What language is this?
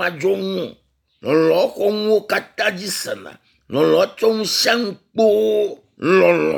Ewe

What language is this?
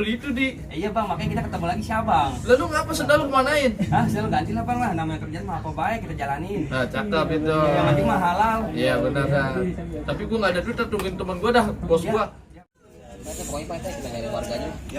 Betawi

